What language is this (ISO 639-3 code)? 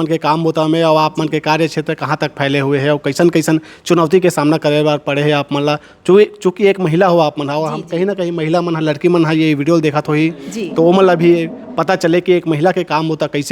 hne